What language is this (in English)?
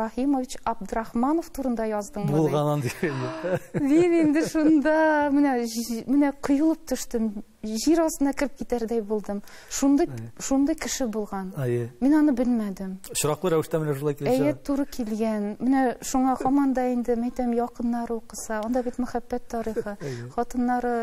Tatar